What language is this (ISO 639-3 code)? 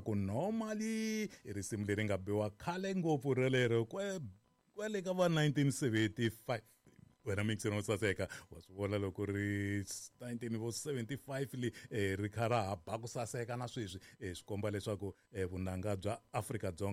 tso